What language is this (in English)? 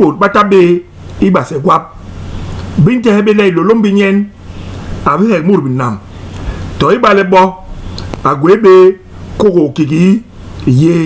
Basaa